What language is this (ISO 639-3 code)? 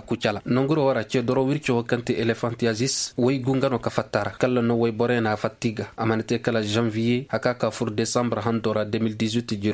ses